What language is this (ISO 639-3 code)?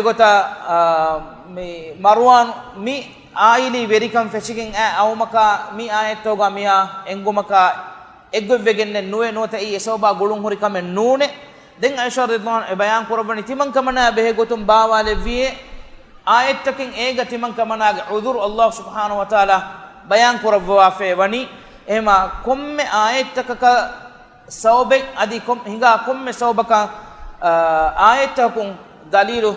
div